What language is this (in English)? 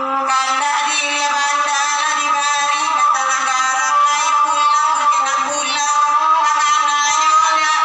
Minangkabau